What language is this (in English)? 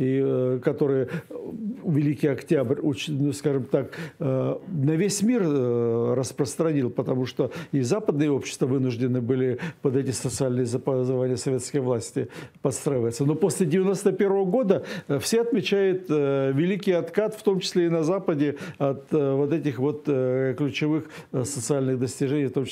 Russian